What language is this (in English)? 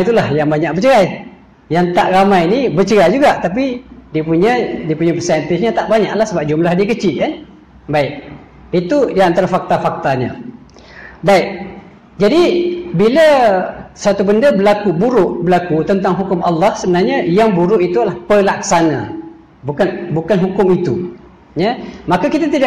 Malay